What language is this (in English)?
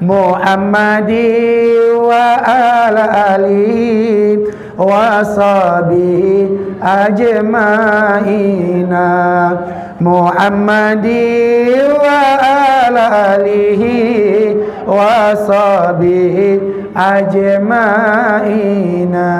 Minangkabau